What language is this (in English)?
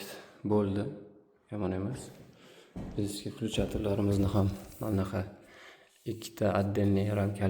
Uzbek